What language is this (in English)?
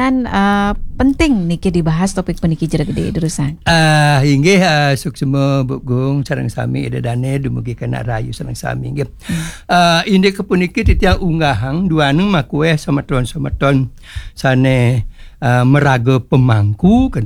Balinese